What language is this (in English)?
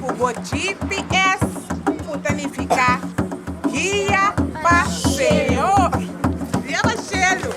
Papiamento